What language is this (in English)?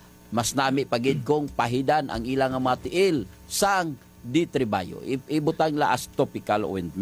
Hiligaynon